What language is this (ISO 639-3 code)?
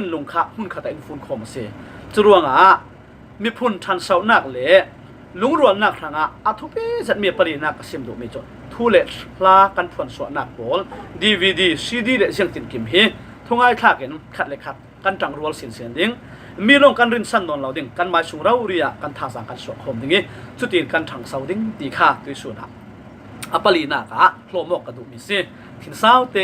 cfm